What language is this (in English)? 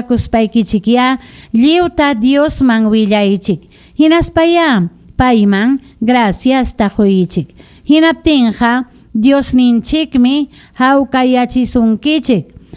Ayacucho Quechua